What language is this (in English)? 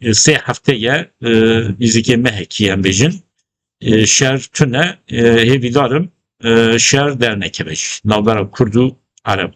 Kurdish